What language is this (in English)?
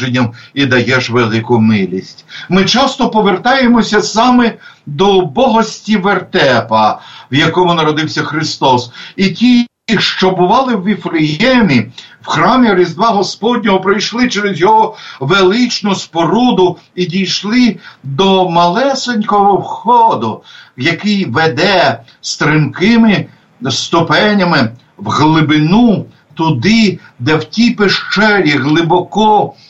Ukrainian